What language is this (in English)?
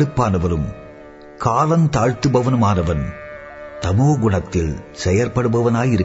Tamil